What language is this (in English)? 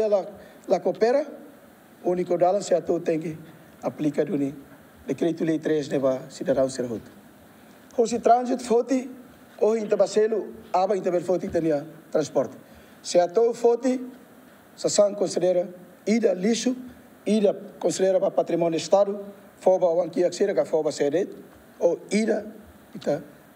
Tetum